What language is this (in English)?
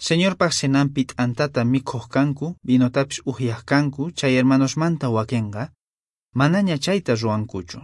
Quechua